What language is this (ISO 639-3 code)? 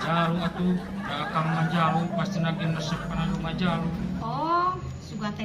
sun